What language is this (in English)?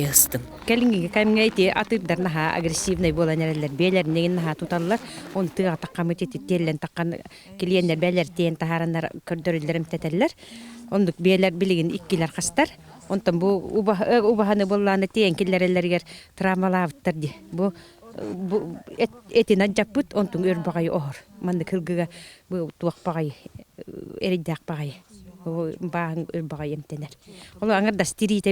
Yakut